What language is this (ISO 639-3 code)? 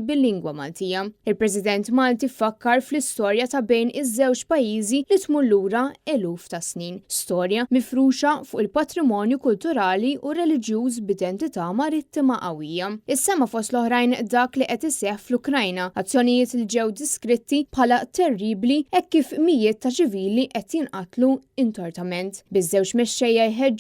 mlt